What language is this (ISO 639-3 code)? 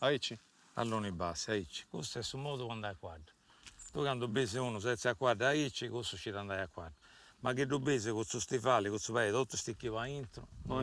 srd